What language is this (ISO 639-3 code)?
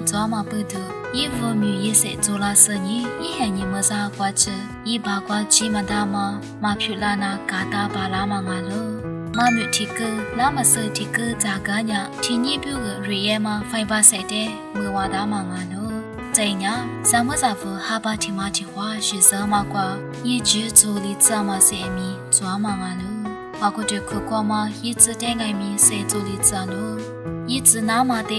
lis